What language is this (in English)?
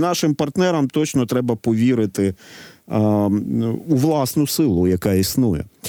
Ukrainian